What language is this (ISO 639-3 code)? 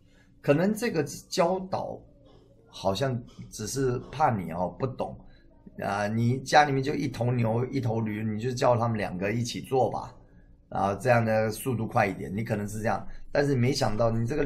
zho